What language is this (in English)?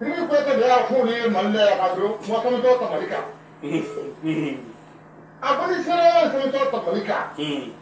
Bambara